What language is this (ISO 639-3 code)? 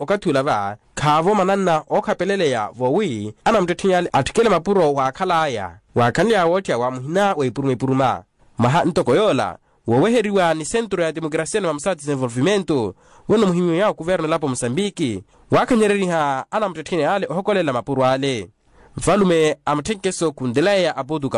vmw